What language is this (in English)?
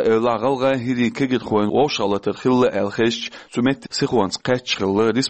Chechen